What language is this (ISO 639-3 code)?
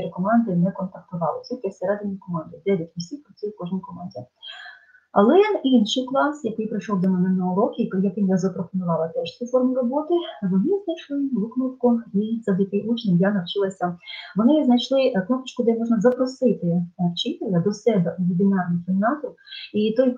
ukr